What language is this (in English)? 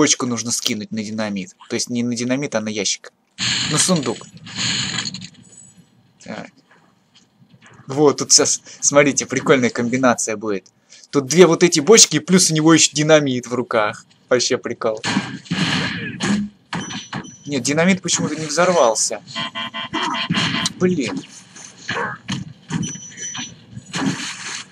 Russian